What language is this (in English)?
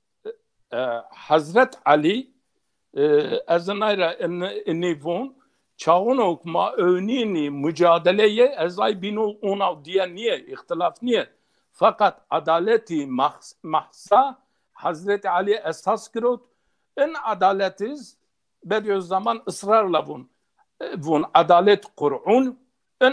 Zaza